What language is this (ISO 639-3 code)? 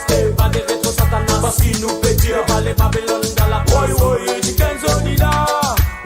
mfe